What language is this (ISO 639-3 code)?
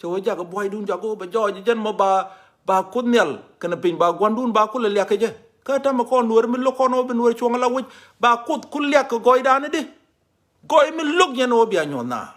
nus